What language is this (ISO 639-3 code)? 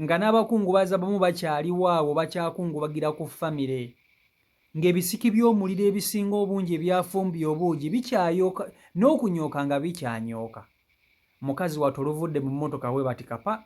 lug